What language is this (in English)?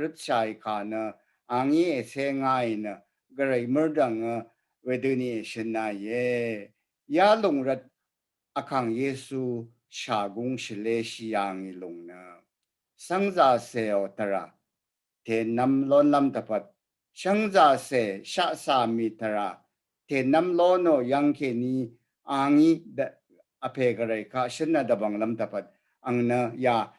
Rawang